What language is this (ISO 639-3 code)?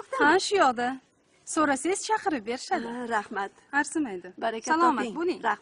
uzb